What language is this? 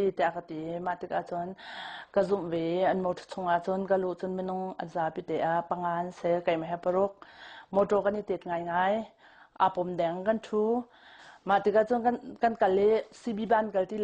Hakha Chin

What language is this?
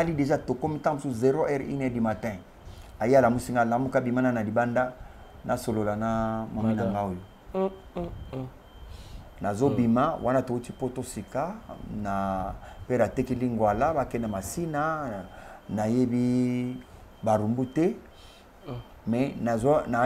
Lingala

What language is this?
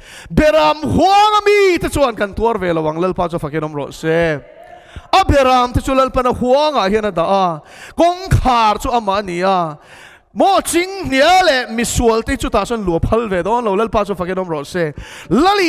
Mizo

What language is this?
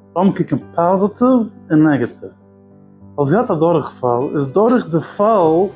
Yiddish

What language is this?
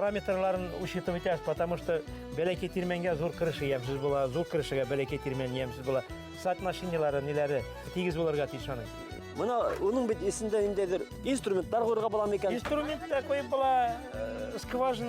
Bashkir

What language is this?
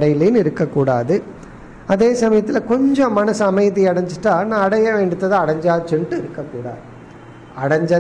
Tamil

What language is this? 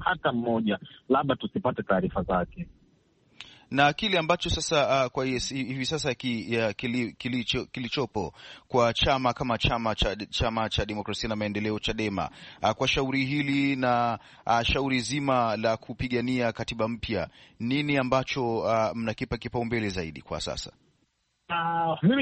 Swahili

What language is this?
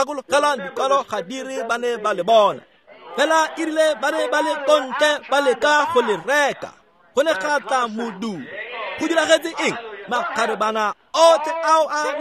Tswana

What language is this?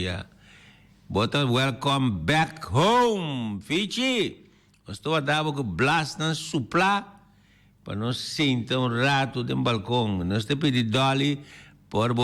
Papiamento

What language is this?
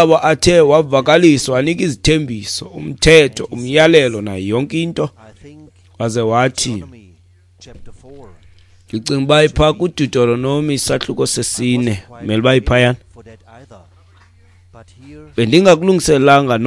Xhosa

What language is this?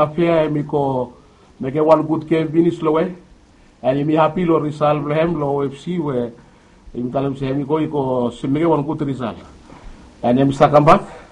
Bislama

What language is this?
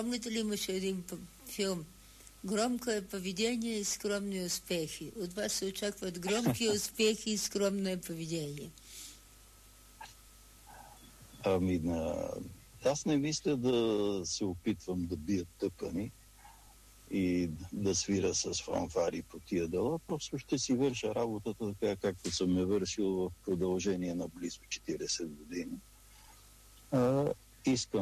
Bulgarian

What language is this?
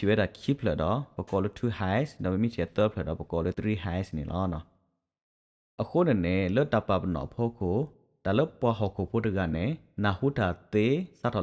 S'gaw Karen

